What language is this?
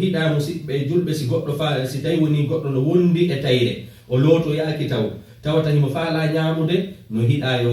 Fula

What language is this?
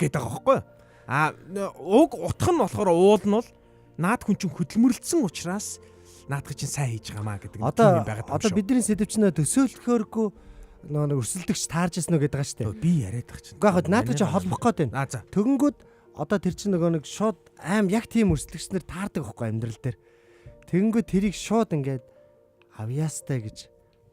Mongolian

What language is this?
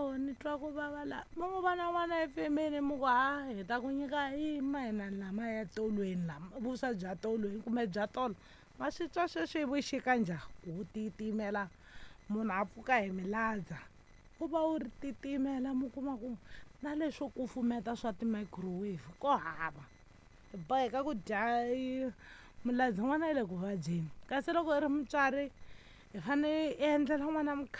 Tsonga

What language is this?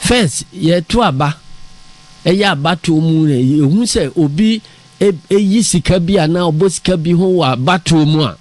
Akan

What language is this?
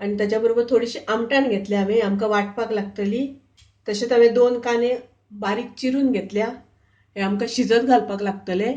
Konkani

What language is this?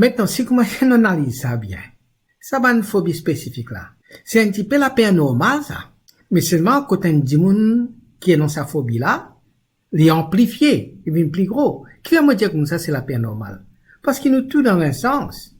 Morisyen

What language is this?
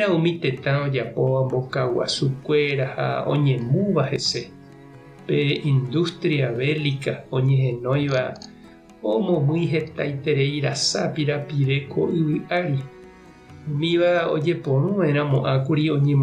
Guarani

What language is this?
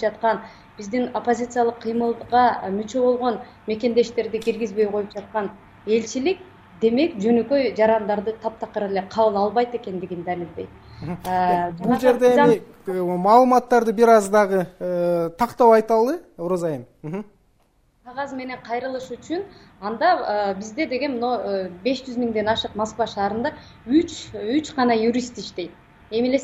Kyrgyz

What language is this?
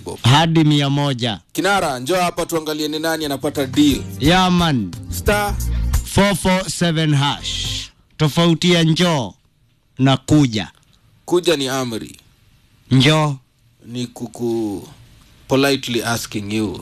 Swahili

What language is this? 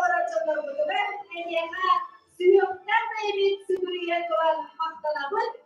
Yakut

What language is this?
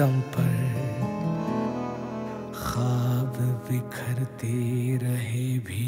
Hindi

